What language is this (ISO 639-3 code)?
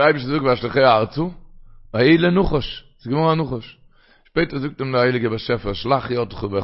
yid